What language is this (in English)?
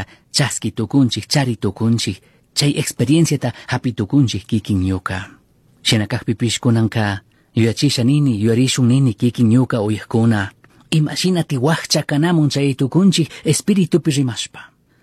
Chimborazo Highland Quichua